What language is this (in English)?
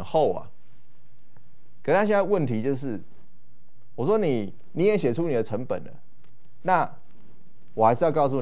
Chinese